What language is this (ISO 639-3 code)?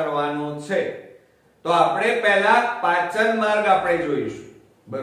guj